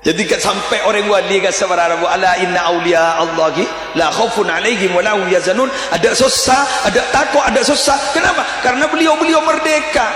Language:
Madurese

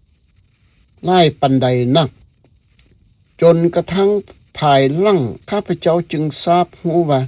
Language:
Lao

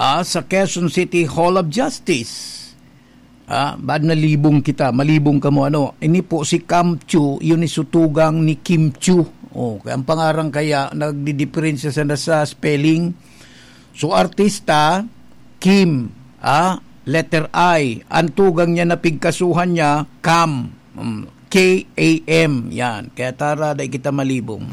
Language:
Bikol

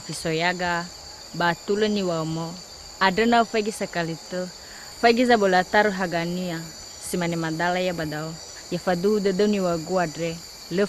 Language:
Nias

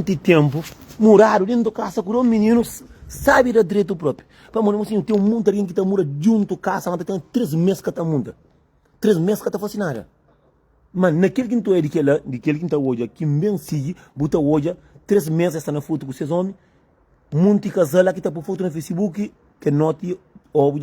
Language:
Kabuverdianu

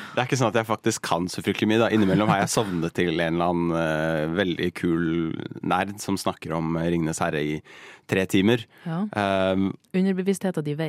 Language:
Norwegian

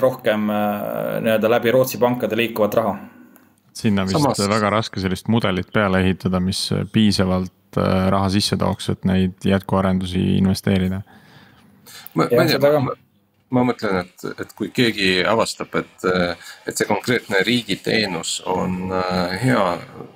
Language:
Estonian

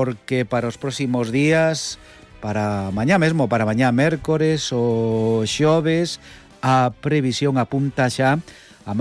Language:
Galician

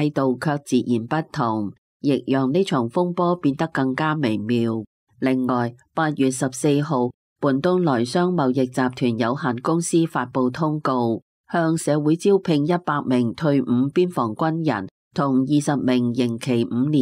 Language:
Cantonese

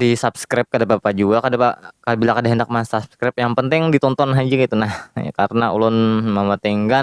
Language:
Banjar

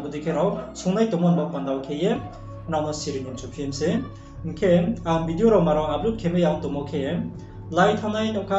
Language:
Riang (India)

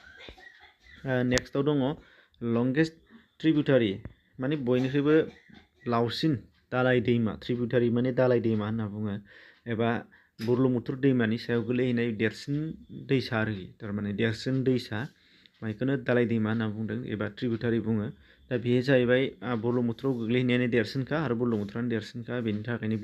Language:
Bodo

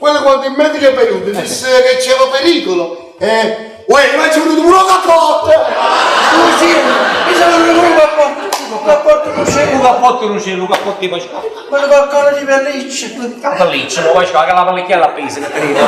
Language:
Neapolitan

